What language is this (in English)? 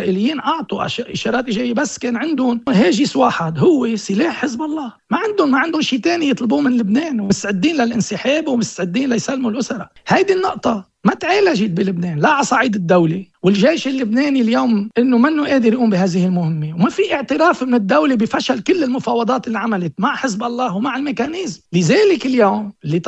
North Levantine Arabic